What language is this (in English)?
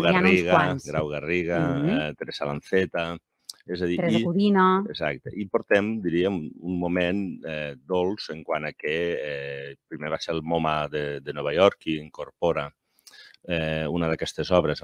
Catalan